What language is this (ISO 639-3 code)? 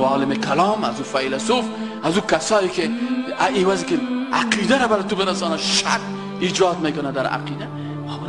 fas